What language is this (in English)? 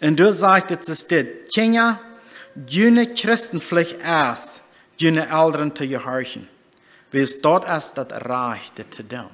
Plautdietsch